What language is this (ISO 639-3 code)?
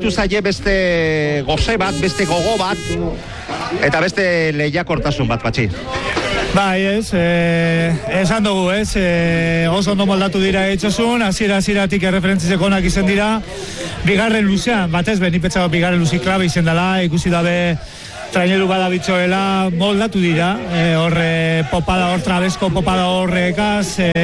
eus